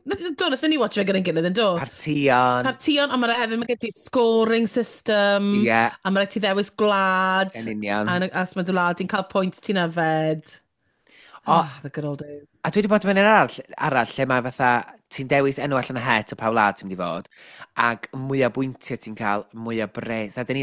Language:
Welsh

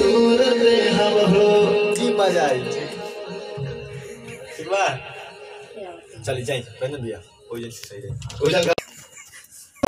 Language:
Bhojpuri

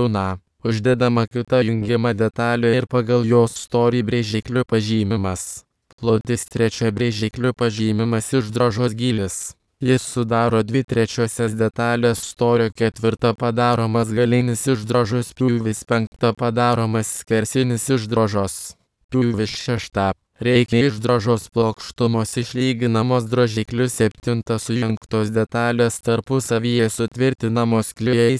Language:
Lithuanian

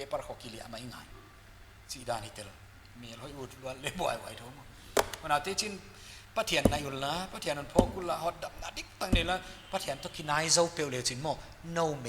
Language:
Paite Chin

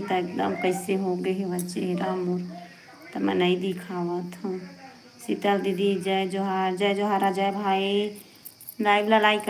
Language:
Chhattisgarhi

